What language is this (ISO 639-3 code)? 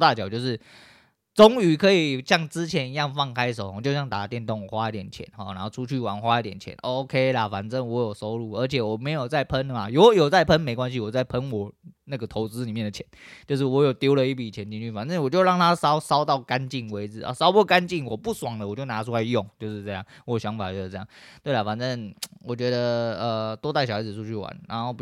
zho